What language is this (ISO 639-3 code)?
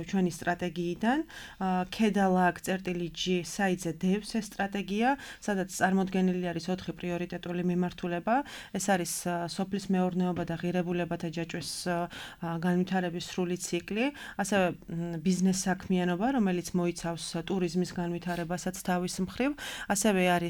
kat